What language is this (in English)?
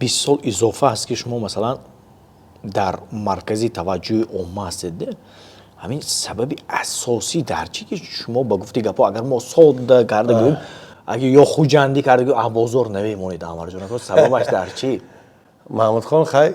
Tajik